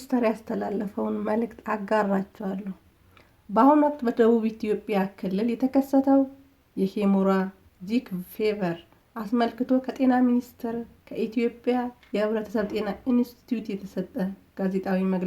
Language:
Amharic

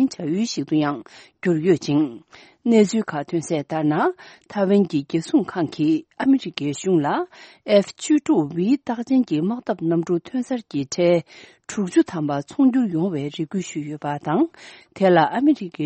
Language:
Tibetan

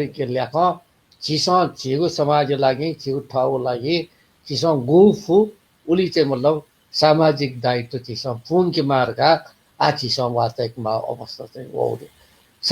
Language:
Newari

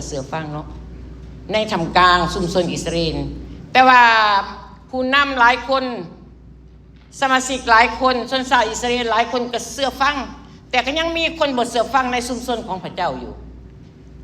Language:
Lao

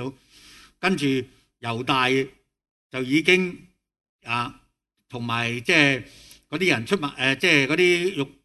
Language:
Cantonese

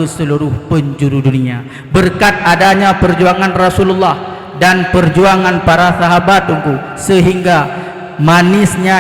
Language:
Achinese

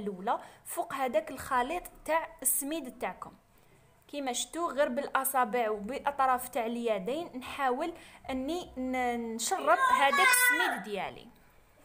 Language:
Algerian Arabic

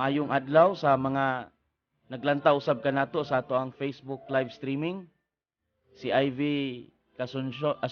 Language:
Cebuano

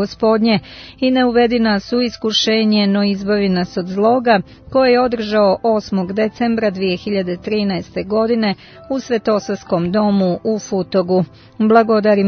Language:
Serbian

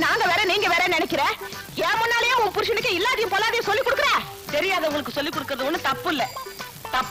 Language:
Tamil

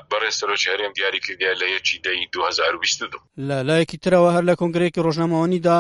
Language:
Central Kurdish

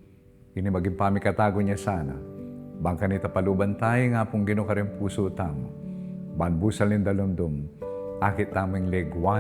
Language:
Pampanga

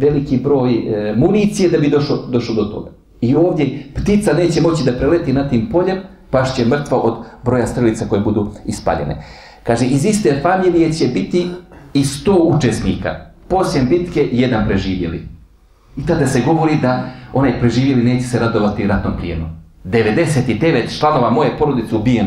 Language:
Bosnian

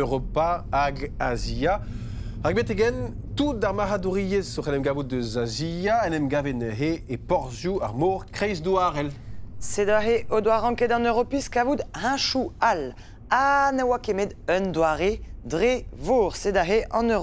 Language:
Breton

